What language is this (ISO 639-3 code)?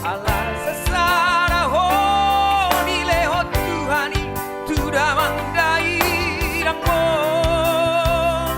bbc